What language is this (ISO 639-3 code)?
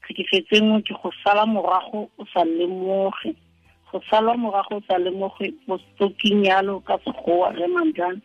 tsn